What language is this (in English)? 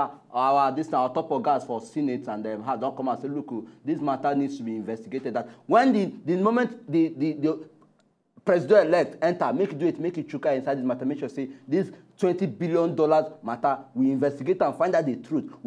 Nigerian Pidgin